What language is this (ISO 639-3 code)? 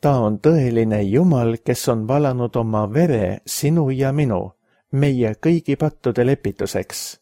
est